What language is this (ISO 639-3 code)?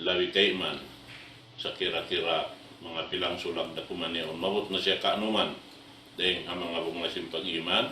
tsg